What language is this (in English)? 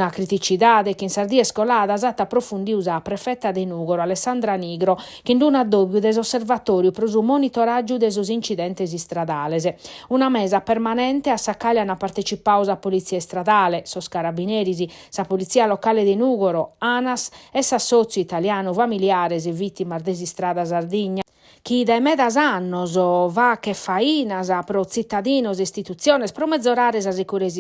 Sardinian